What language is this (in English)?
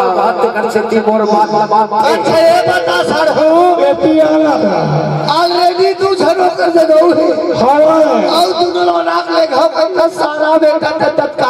Chhattisgarhi